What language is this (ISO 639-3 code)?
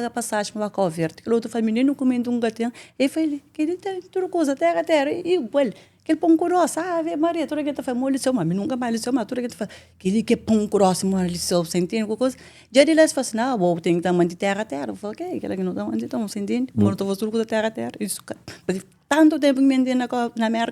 kea